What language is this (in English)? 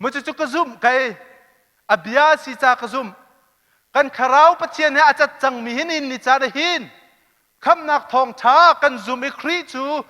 Hakha Chin